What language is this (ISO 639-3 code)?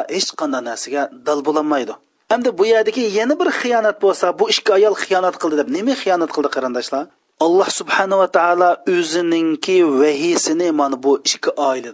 uig